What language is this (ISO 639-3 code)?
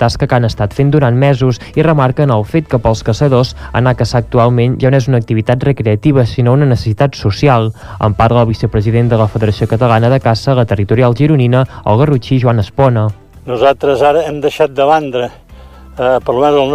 cat